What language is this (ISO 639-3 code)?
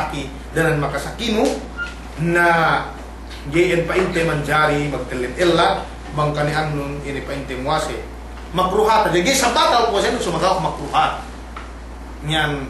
yka